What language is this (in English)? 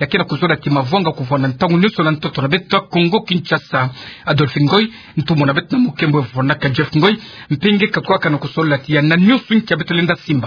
Kituba (Democratic Republic of Congo)